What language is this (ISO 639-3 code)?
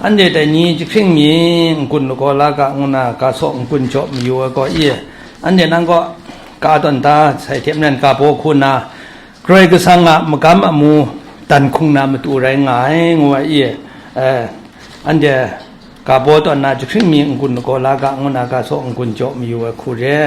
kac